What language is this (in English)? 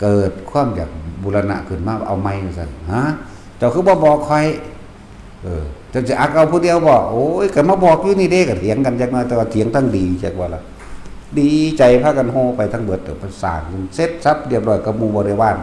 Northeastern Thai